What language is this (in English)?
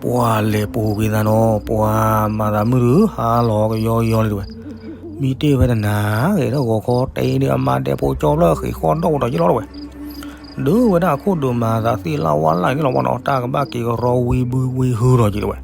S'gaw Karen